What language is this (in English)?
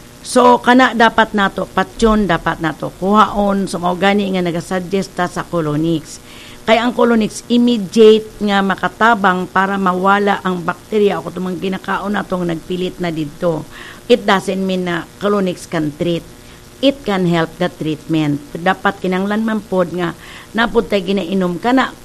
Cebuano